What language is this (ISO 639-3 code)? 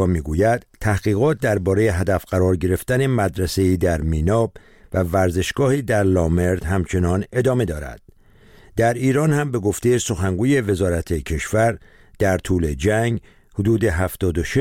fas